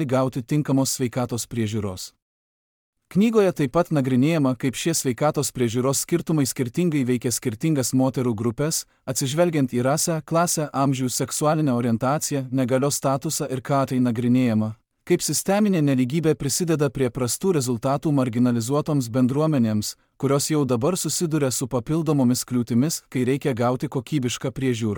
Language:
Lithuanian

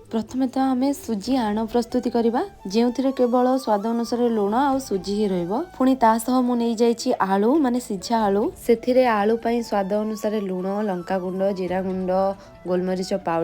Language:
Odia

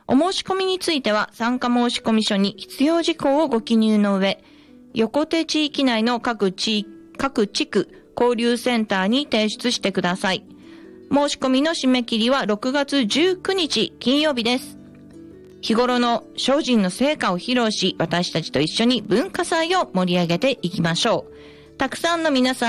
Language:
Japanese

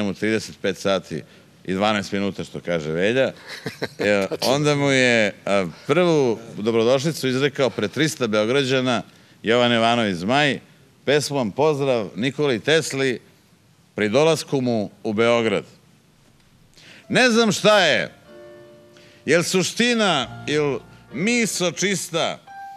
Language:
Serbian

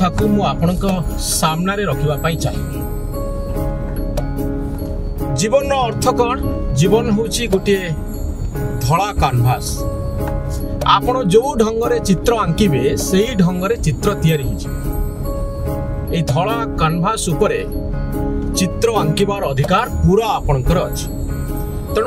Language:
Odia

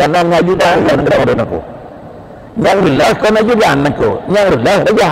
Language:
Achinese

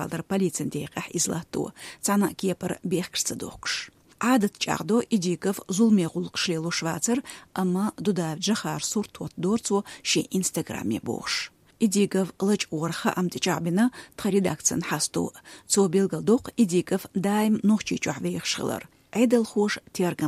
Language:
Chechen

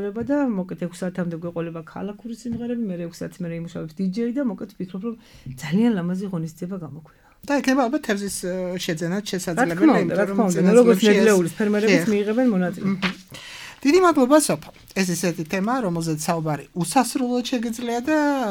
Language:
Georgian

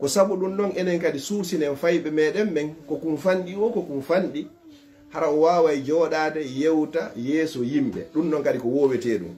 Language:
Pular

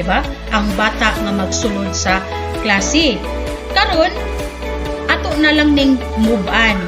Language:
Cebuano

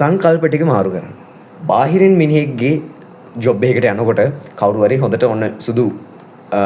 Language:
Sinhala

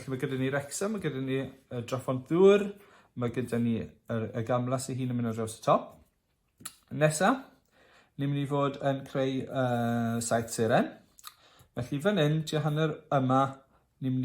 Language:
Welsh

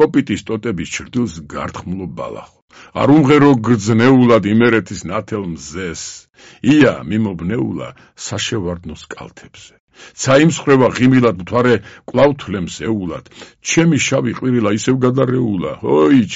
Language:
Georgian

